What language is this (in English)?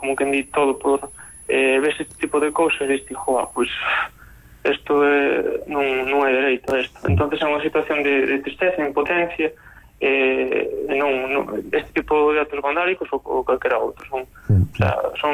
Galician